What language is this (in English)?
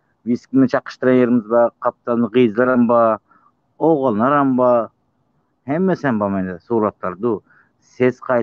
Turkmen